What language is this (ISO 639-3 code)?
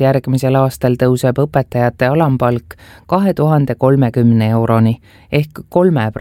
est